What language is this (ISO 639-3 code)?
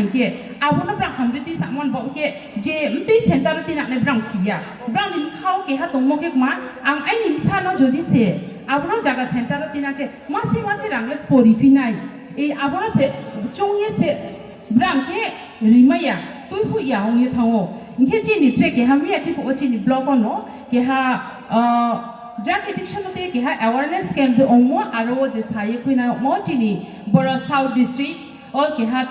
ria